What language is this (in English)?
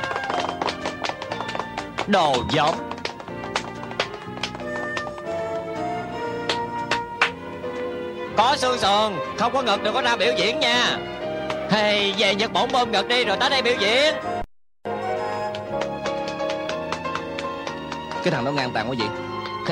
Vietnamese